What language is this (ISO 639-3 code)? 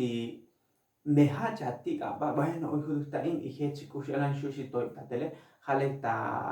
tzo